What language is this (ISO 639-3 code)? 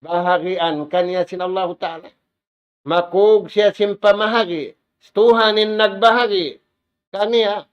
tsg